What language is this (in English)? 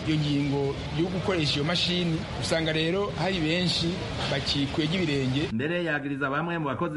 Rundi